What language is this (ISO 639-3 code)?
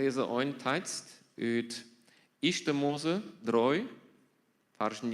pdt